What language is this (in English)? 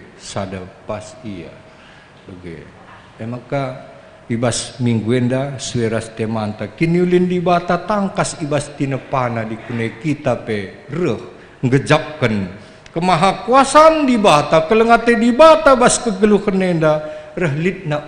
Batak Karo